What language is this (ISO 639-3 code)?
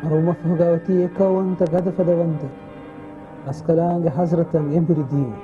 div